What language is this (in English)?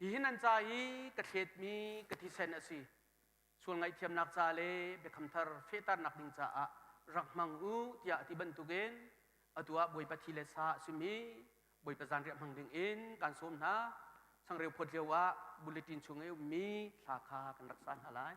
Hakha Chin